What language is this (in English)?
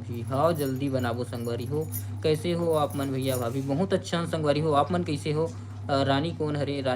Chhattisgarhi